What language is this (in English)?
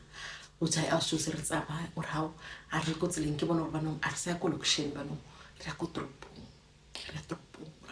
Zulu